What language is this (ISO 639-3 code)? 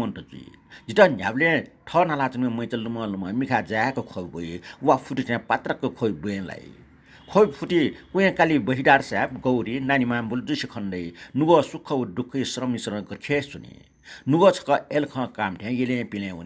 new